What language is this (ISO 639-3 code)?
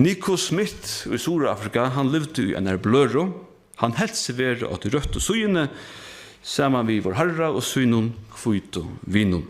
fao